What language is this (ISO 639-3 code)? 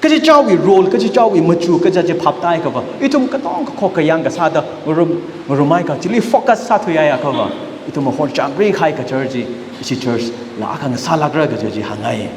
nmf